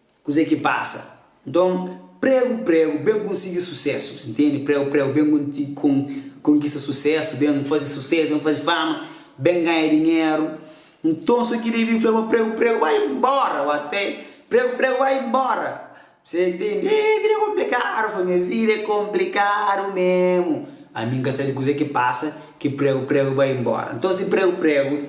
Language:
Kabuverdianu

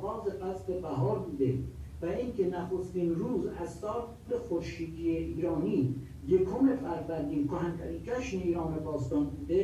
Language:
Persian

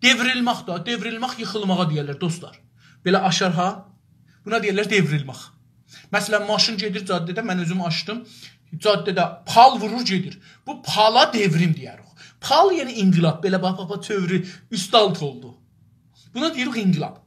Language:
South Azerbaijani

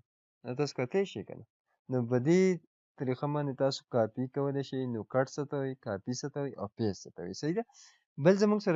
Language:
Pashto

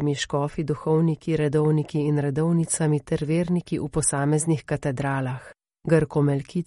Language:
Slovenian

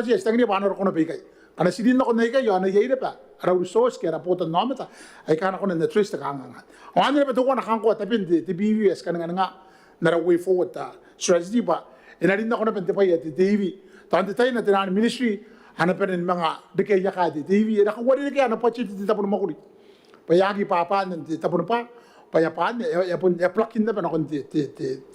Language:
Gilbertese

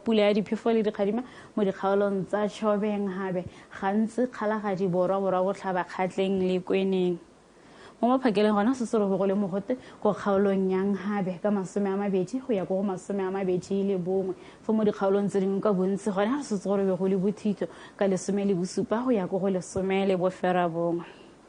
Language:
Tswana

